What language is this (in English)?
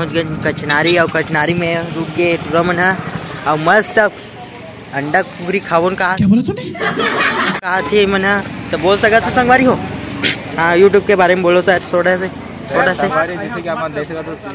Chhattisgarhi